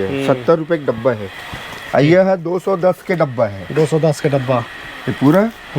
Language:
Chhattisgarhi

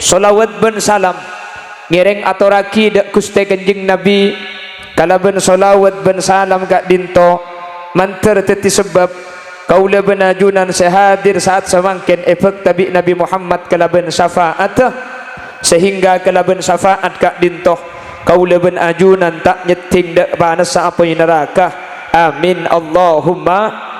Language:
Madurese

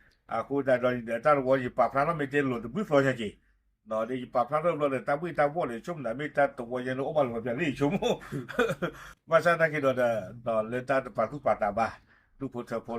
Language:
S'gaw Karen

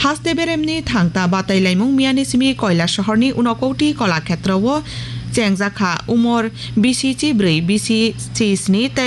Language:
Kok Borok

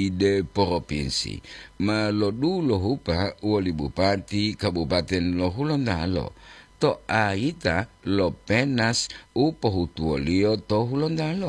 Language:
Gorontalo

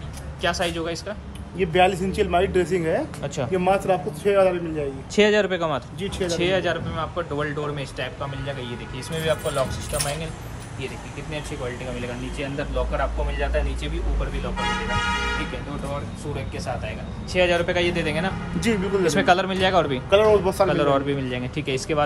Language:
Hindi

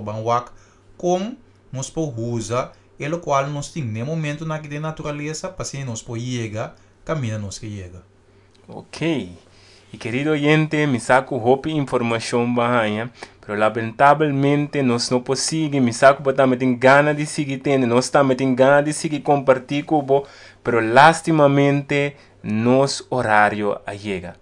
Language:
Papiamento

